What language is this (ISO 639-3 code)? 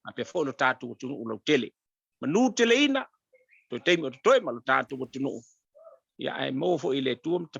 smo